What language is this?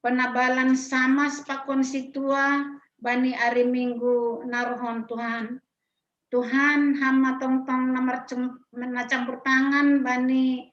Batak Simalungun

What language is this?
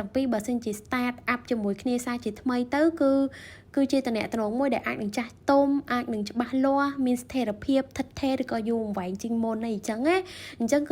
Khmer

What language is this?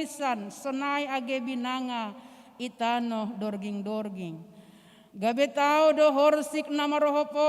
Batak Simalungun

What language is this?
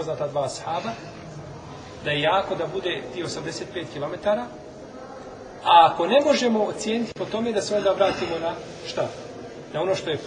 Bosnian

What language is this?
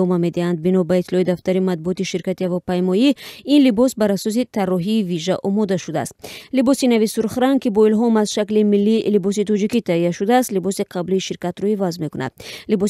Tajik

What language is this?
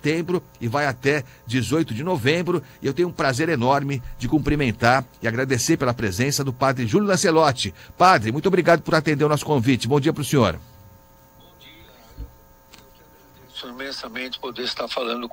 Portuguese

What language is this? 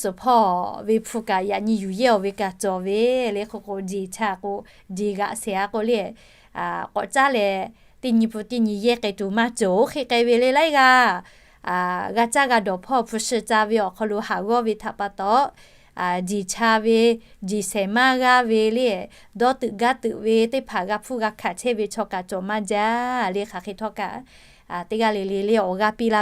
Lahu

